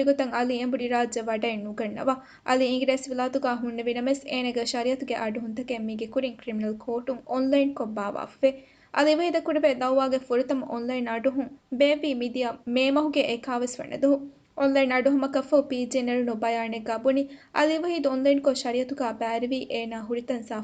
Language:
Divehi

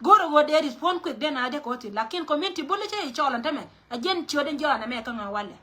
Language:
Nuer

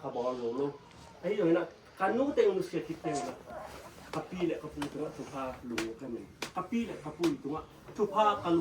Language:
Tedim Chin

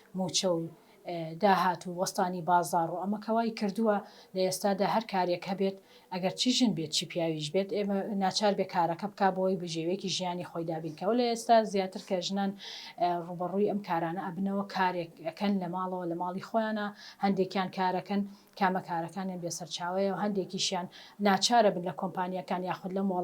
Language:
Central Kurdish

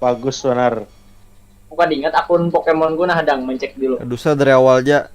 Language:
Banjar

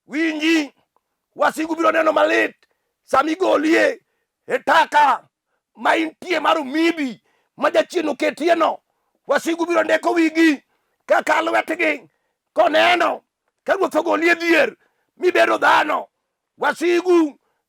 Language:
Luo (Kenya and Tanzania)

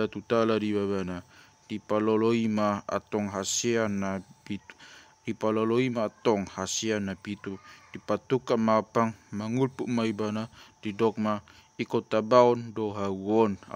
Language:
Batak Toba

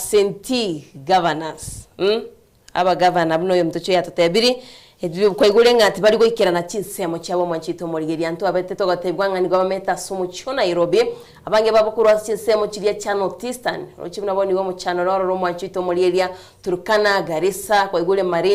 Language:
Gusii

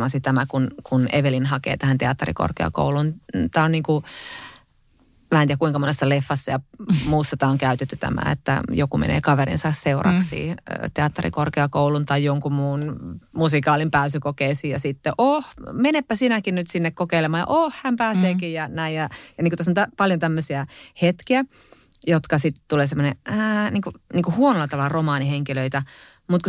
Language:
Finnish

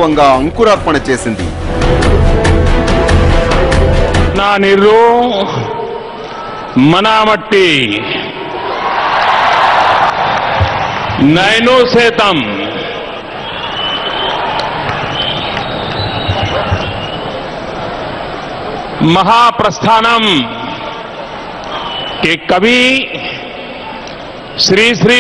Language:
Telugu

